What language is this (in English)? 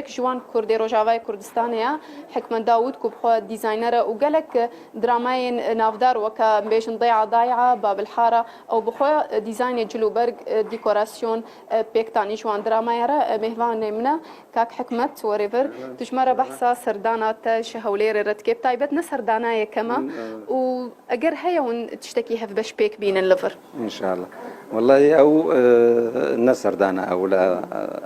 Kurdish